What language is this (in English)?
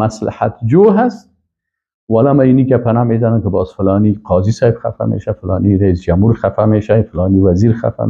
Persian